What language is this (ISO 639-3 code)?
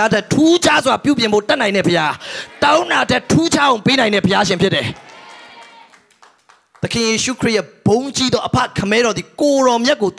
mya